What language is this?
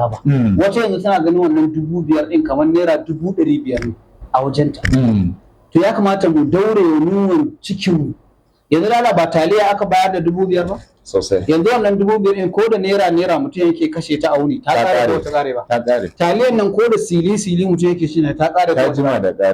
Hausa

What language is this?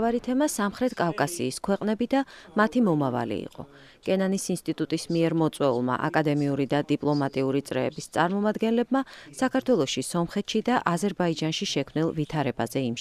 Georgian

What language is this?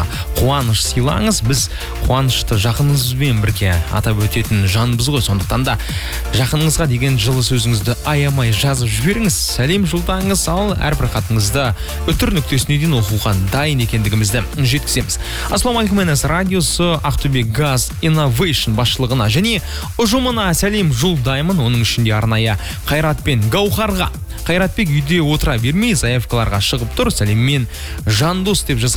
Kazakh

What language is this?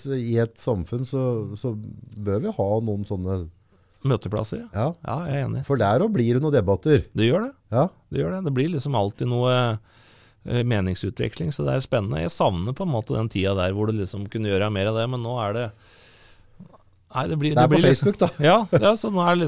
Norwegian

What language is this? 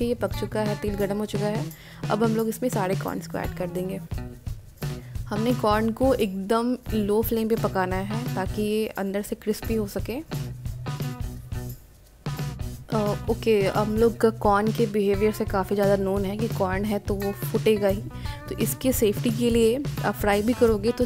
Hindi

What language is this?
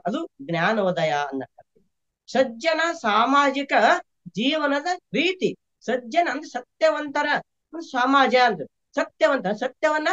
Kannada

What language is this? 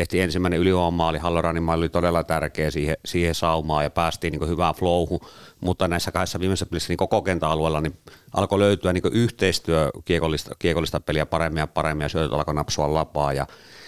Finnish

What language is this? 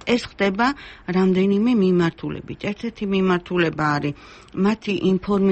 Georgian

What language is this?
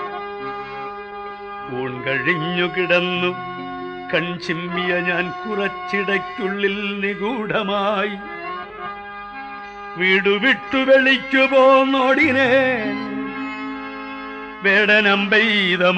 Malayalam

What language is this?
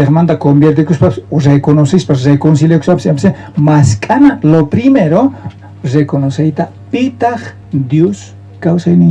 South Bolivian Quechua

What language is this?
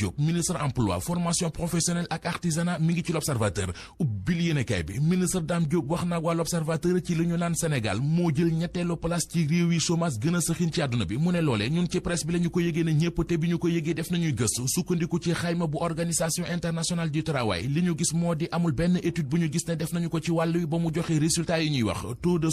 Wolof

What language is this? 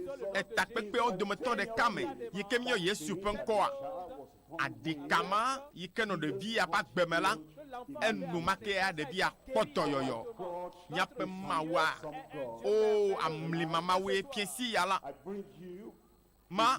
Ewe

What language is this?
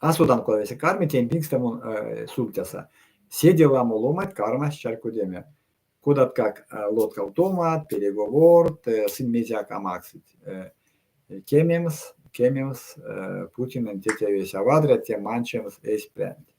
Erzya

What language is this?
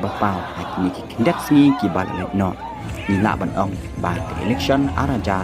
Khasi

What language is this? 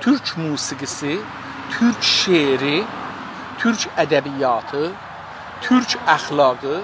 South Azerbaijani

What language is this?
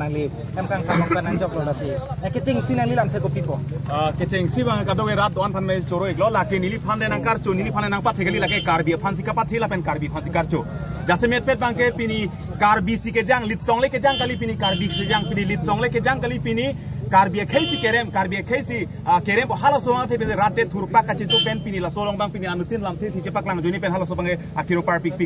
Karbi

